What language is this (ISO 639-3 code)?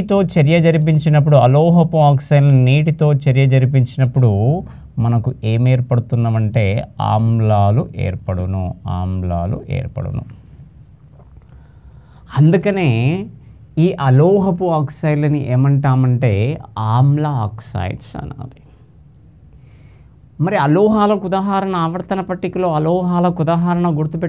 tel